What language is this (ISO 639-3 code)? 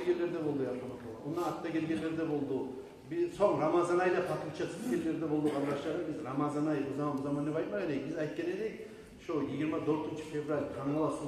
kum